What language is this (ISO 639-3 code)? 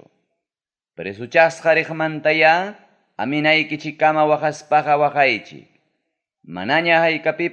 quy